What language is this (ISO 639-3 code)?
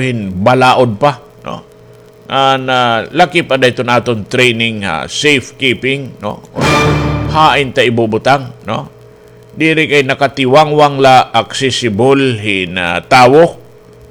war